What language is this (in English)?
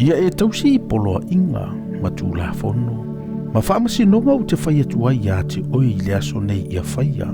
Samoan